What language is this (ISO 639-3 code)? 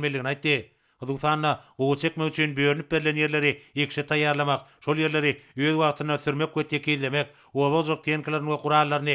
tuk